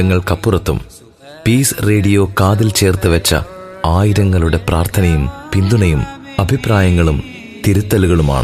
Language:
Malayalam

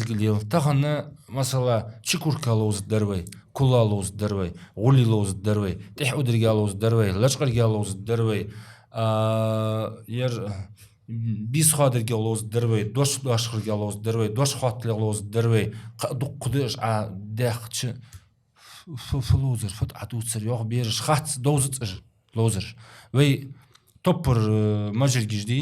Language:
Ingush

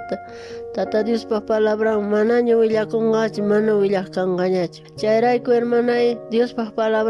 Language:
South Bolivian Quechua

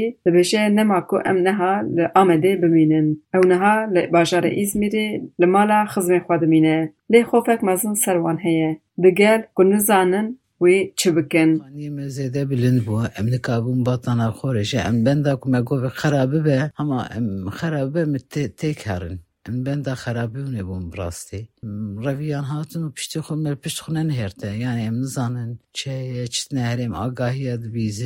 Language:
Kurdish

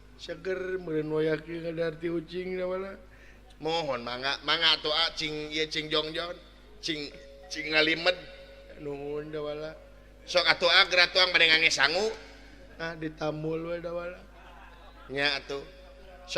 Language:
Sundanese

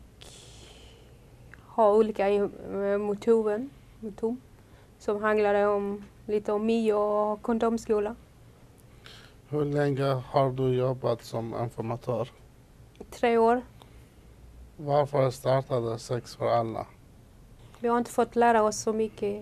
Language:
Swedish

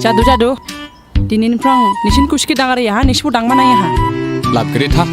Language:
Dimasa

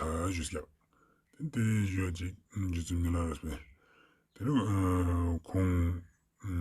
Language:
Ladakhi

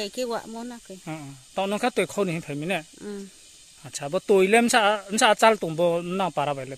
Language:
Riang (India)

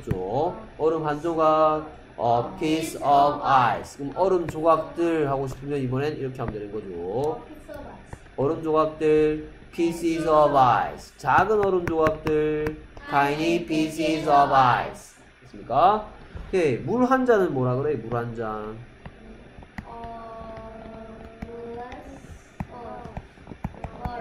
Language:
Korean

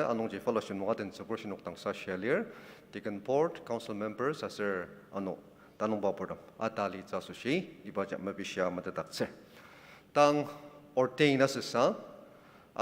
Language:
Ao Naga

